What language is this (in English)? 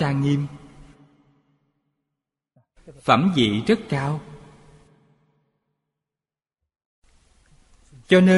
Vietnamese